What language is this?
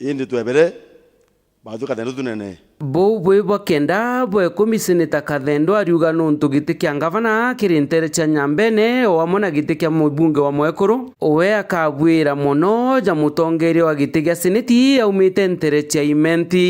Meru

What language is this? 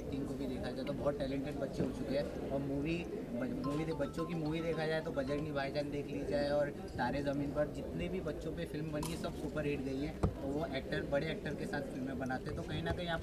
Hindi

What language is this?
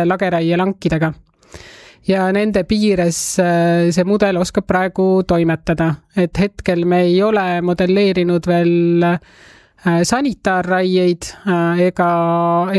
Estonian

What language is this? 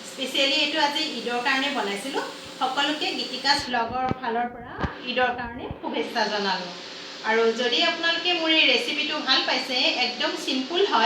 Assamese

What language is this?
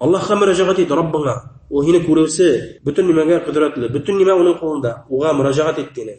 Bashkir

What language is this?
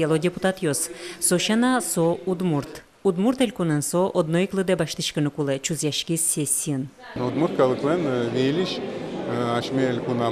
Udmurt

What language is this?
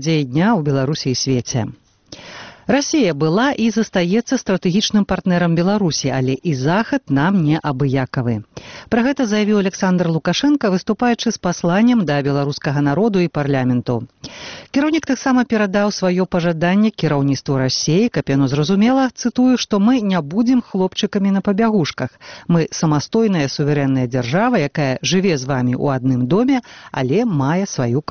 Belarusian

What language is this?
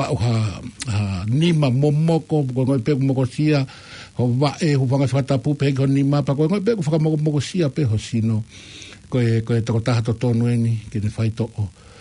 Tongan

